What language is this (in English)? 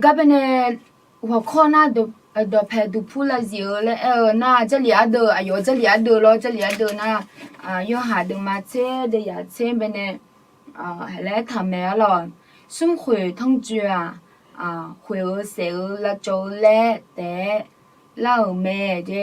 Akha